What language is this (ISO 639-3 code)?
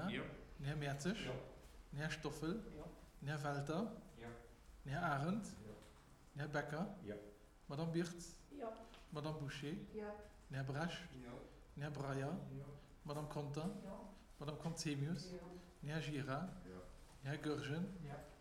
ltz